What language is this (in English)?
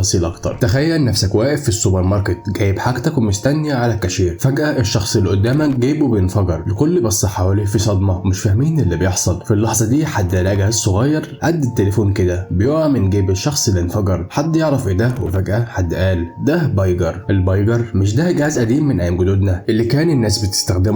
Egyptian Arabic